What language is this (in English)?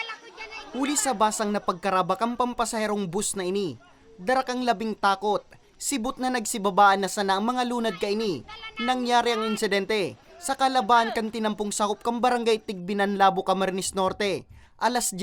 Bikol